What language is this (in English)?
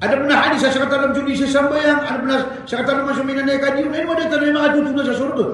Maranao